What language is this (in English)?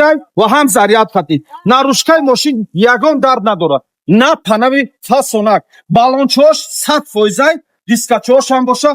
Tajik